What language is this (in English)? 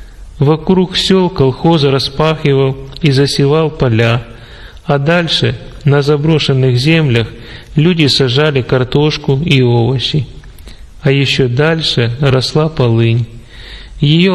Russian